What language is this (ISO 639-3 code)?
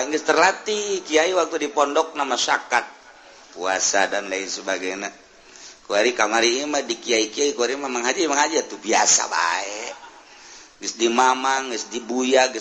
sun